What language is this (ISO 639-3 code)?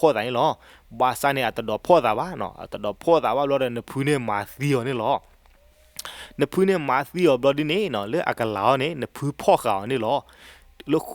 ksw